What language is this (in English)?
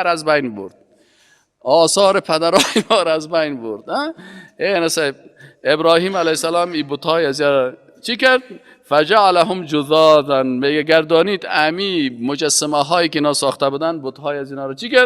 Persian